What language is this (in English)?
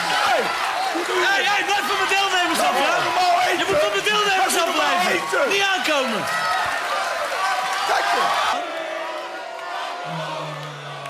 Dutch